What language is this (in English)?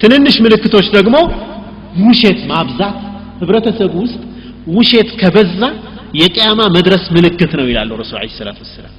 Amharic